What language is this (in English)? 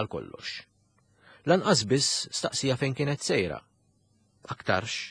Maltese